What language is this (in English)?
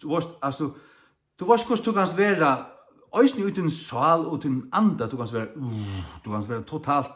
Faroese